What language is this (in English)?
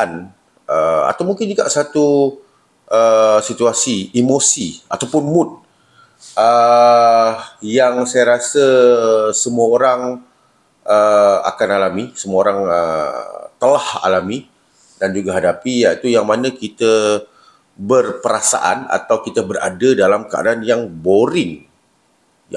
Malay